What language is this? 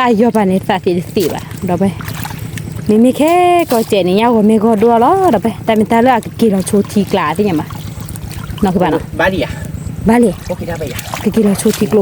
S'gaw Karen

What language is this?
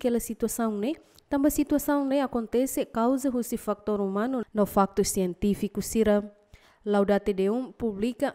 Tetum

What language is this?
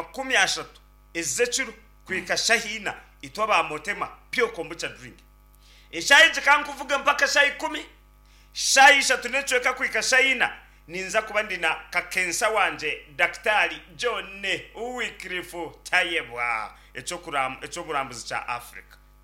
Nyankole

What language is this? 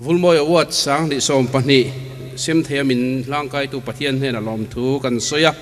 Mizo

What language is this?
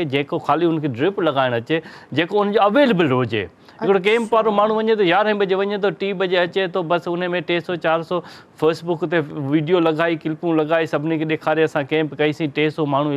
Sindhi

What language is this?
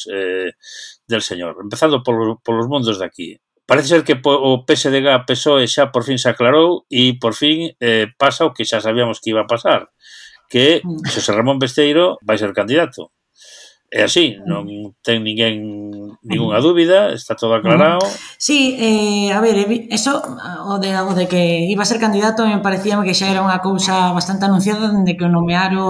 Galician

